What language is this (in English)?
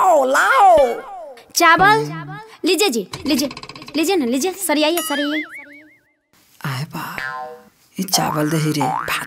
Bhojpuri